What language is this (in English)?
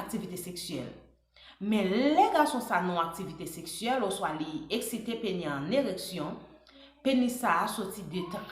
Haitian Creole